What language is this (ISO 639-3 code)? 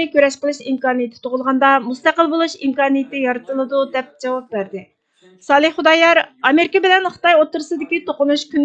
uig